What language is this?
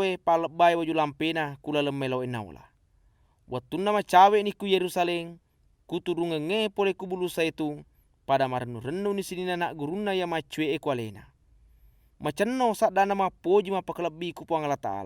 Buginese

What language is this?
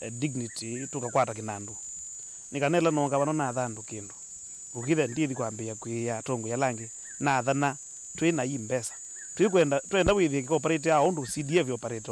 Kamba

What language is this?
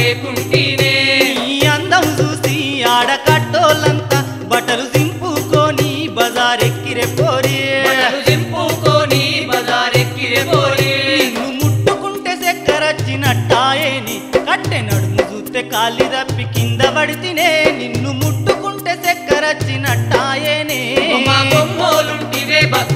Telugu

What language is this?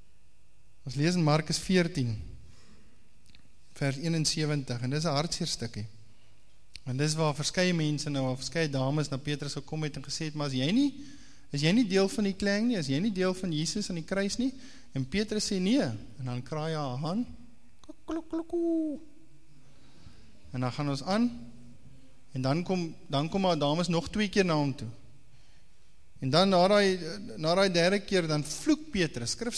Afrikaans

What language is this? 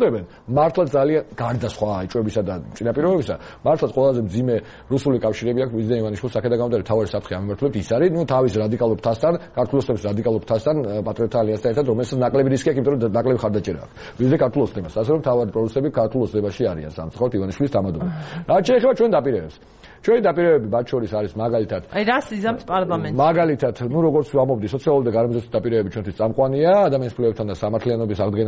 Georgian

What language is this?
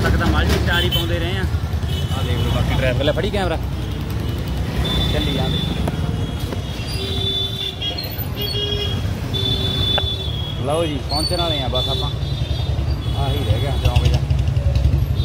Punjabi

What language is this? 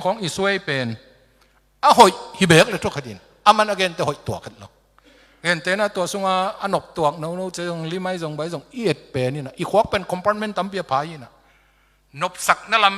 Tedim Chin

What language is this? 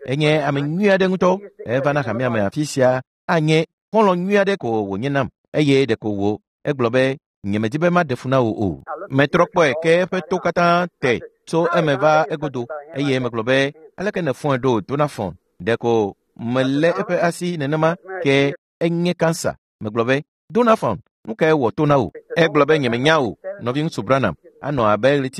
Ewe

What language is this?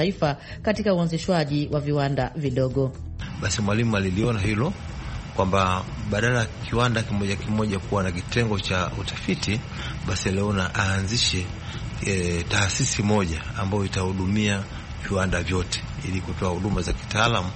Swahili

